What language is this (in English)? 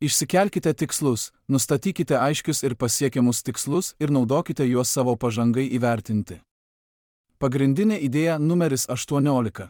Lithuanian